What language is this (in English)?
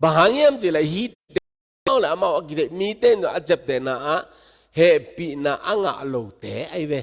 Tedim Chin